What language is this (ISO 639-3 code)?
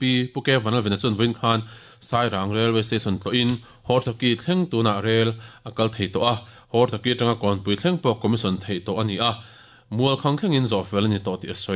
lus